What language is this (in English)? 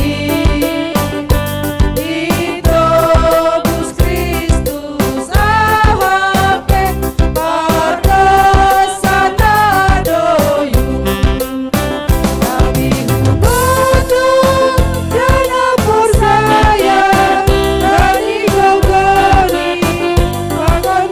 Batak Simalungun